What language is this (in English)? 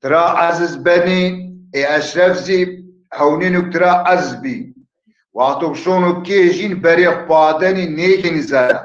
Zaza